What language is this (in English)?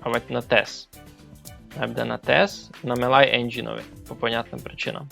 Rusyn